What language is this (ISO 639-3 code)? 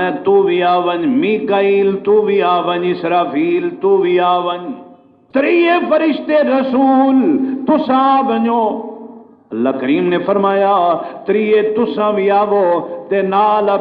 skr